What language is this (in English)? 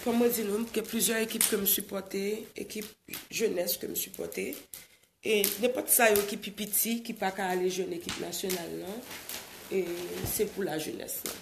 Haitian Creole